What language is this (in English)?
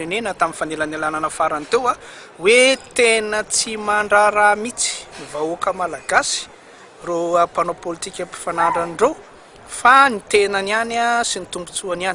Malagasy